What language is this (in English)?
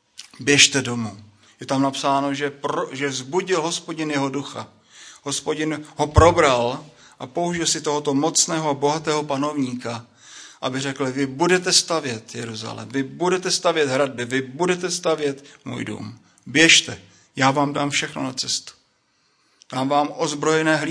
Czech